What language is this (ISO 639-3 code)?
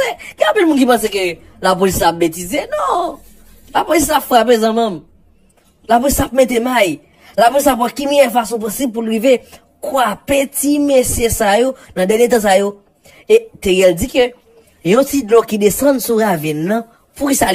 hat